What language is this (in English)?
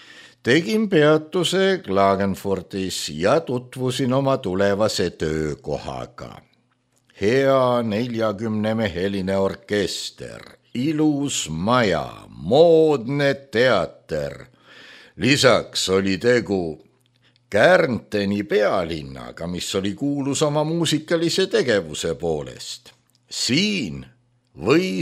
Estonian